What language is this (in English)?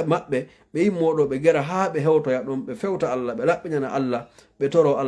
Fula